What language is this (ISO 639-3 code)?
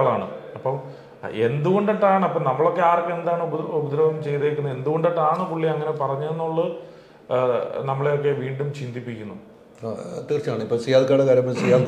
mal